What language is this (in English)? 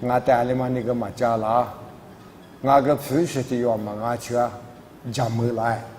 Lisu